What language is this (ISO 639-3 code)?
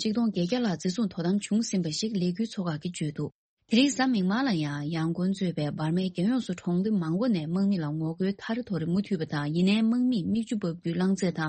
bod